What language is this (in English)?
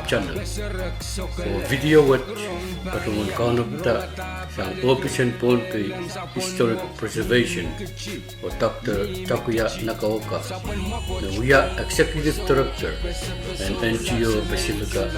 Pohnpeian